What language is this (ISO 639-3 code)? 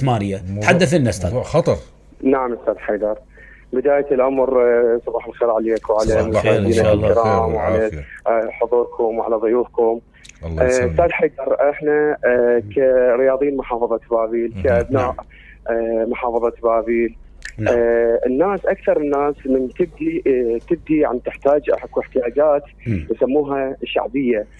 acm